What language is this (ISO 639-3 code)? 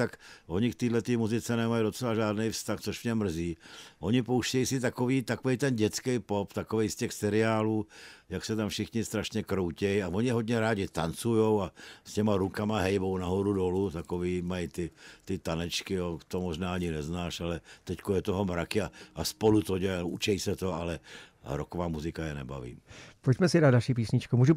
ces